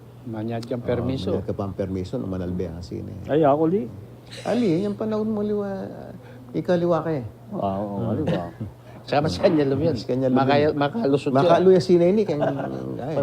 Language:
Pampanga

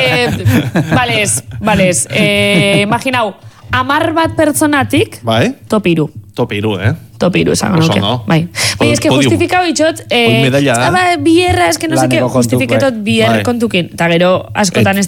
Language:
Basque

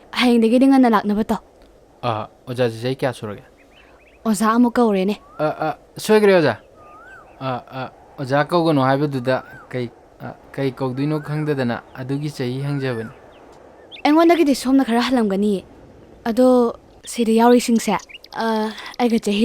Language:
Manipuri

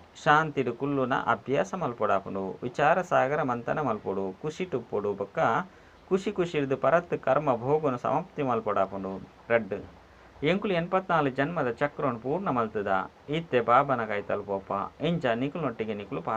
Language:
Tulu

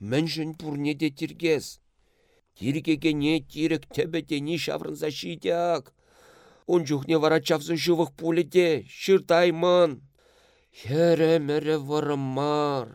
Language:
Chuvash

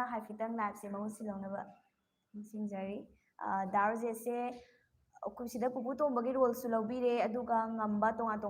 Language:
Manipuri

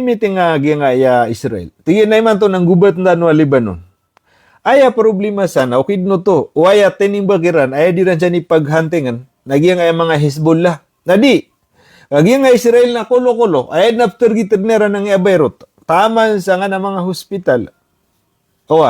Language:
Maranao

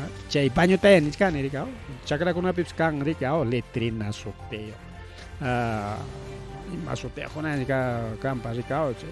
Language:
Ayacucho Quechua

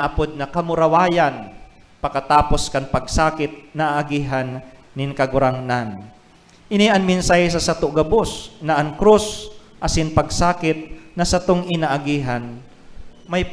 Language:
Bikol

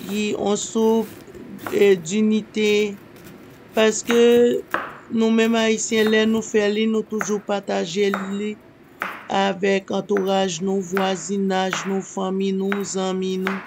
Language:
Haitian Creole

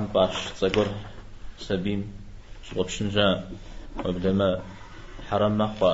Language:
Kabardian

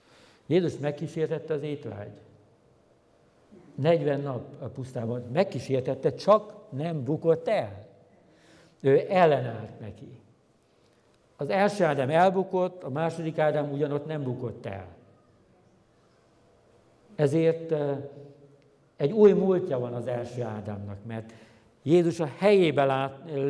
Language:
Hungarian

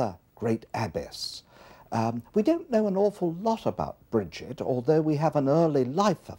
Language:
English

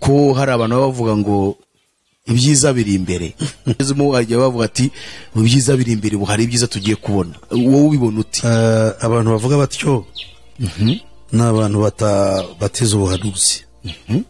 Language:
Kinyarwanda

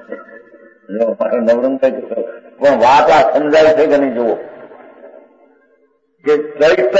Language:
Gujarati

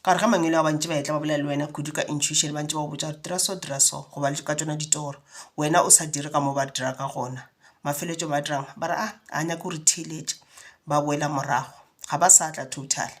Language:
Northern Sotho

